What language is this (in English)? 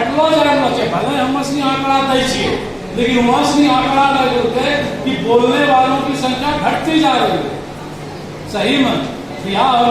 Angika